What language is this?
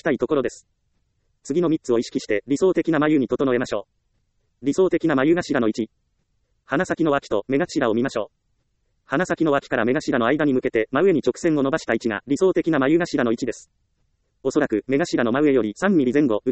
Japanese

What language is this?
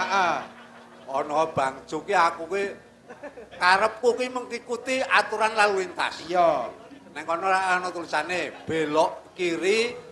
Javanese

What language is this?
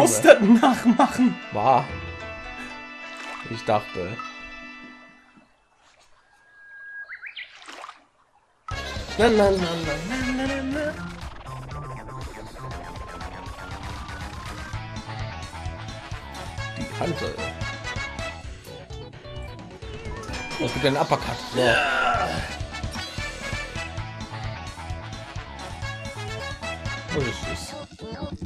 German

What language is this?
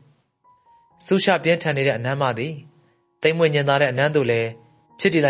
Burmese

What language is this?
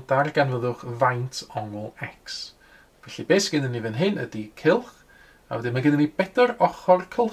Welsh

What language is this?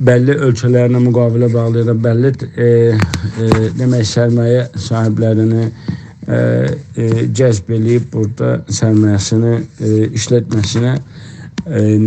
South Azerbaijani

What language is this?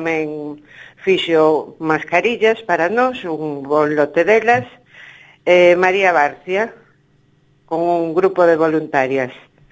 Galician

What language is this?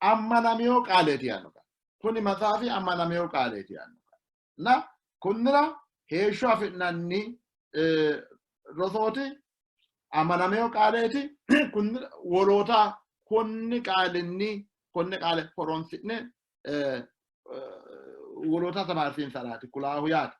Sidamo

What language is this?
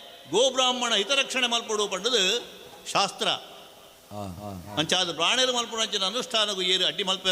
Tulu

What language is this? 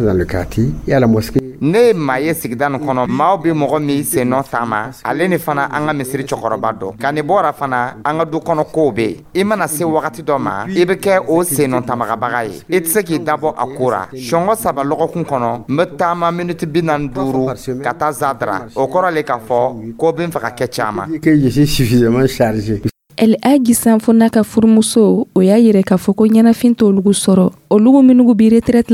Dyula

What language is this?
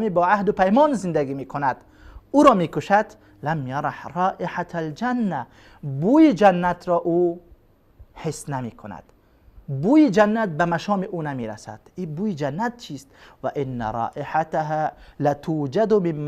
Persian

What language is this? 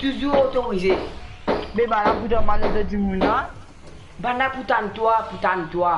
Morisyen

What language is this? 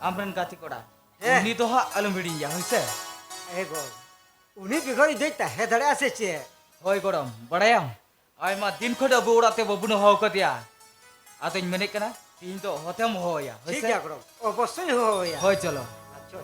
Santali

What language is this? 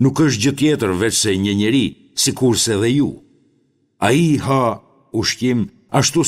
Albanian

